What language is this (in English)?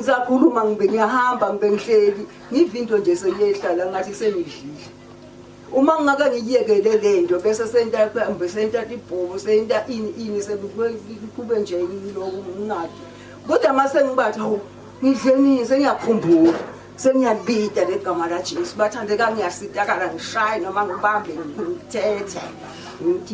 Zulu